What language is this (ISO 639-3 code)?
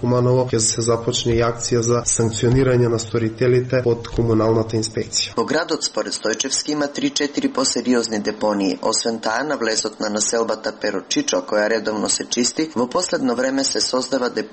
mkd